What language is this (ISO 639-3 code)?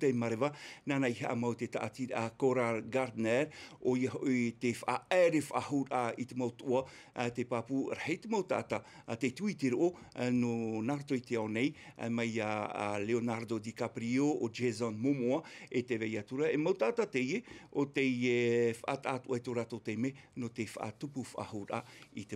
tah